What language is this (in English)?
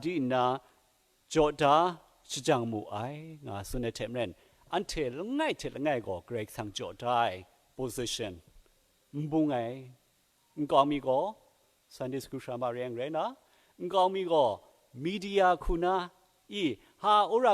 Kachin